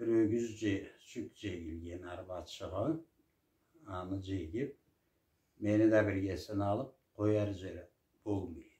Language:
Karachay-Balkar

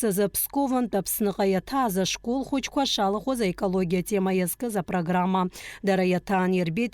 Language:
Abkhazian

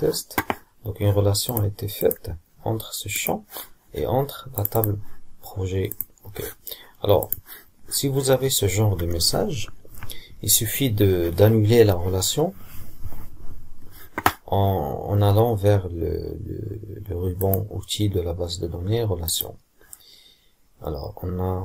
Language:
French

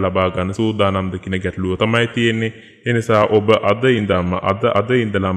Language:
Sinhala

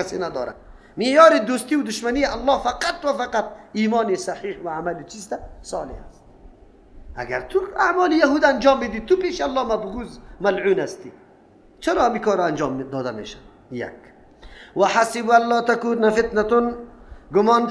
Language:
Persian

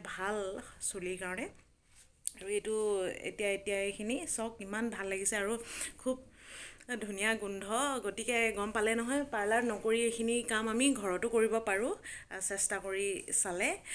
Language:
Assamese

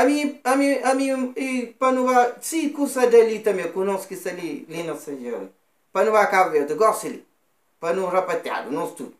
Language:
Kabuverdianu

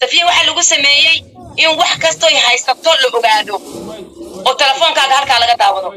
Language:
Somali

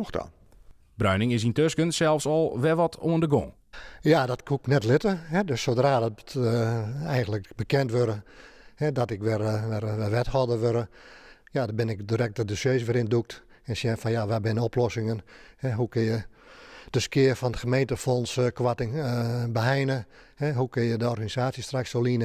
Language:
Western Frisian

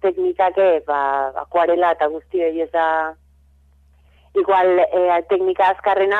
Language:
Basque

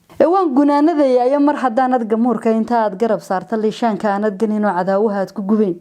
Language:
Somali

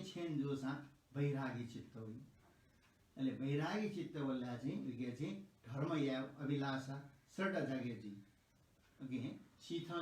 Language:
Newari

